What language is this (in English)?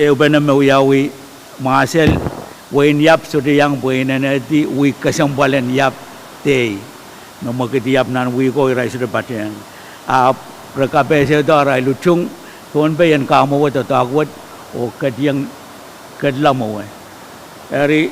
Pohnpeian